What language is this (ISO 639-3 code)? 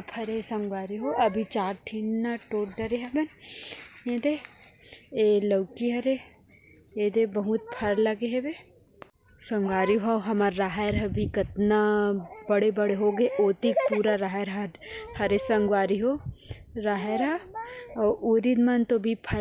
hne